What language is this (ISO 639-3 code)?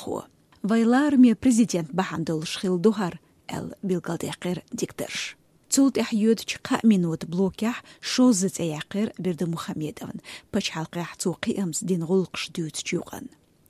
che